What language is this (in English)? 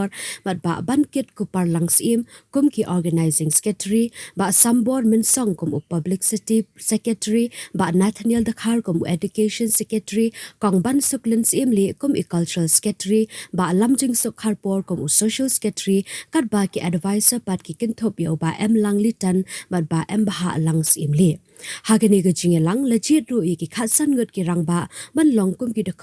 Khasi